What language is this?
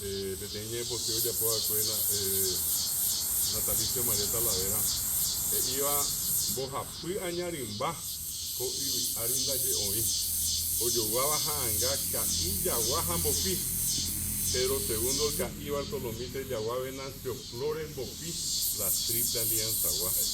Guarani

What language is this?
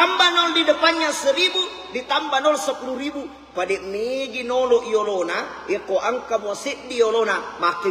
Buginese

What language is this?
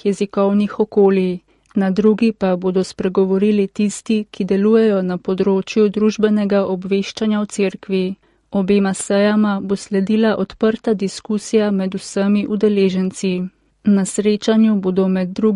Slovenian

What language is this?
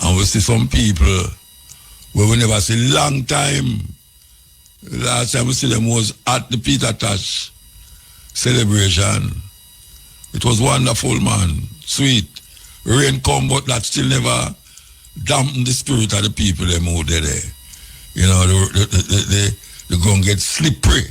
Jamaican Creole English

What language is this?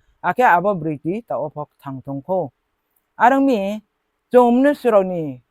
Riang (India)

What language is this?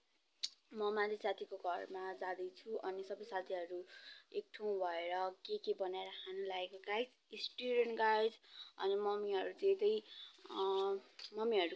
Nepali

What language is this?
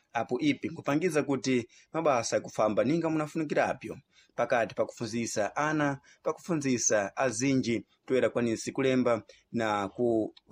Sena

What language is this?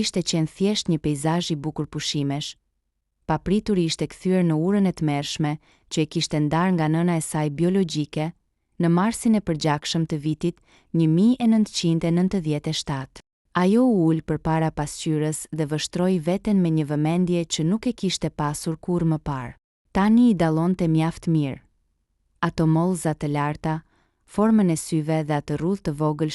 Albanian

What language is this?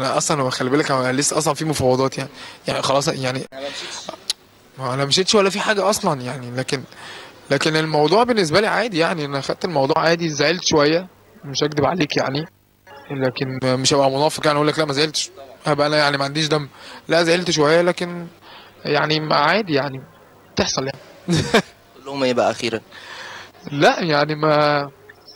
Egyptian Arabic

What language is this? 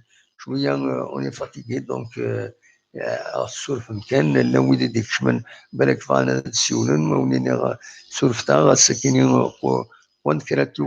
Kabyle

